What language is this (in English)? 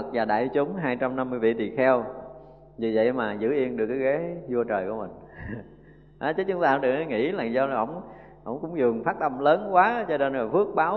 Vietnamese